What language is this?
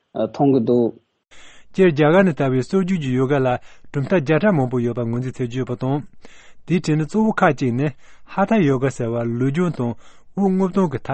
Tibetan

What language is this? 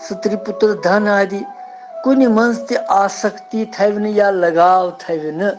Kashmiri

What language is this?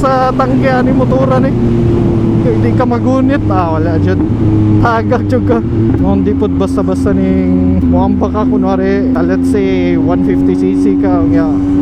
Cebuano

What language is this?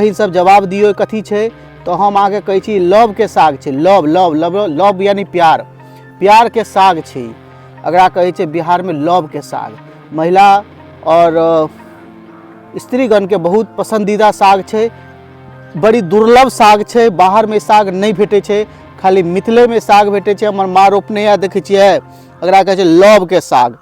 Maithili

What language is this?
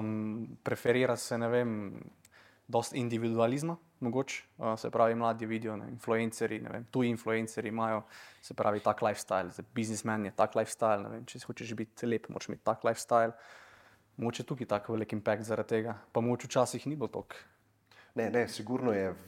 Slovenian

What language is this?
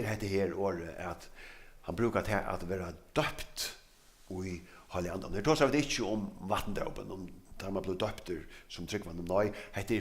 Faroese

